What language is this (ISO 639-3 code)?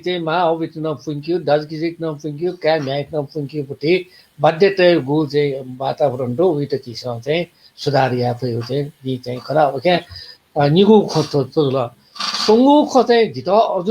new